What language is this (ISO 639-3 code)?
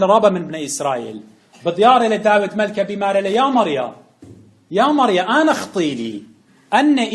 aii